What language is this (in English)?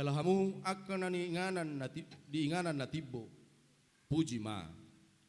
Batak Toba